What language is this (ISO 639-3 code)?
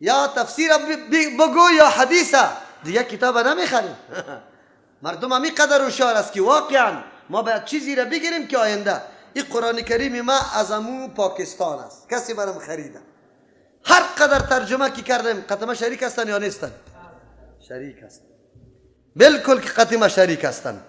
fas